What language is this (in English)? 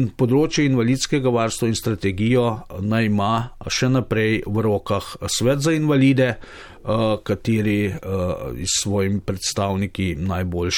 Slovenian